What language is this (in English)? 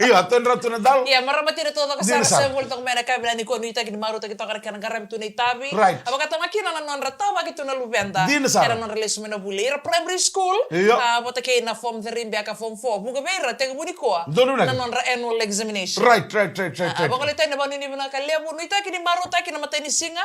Fijian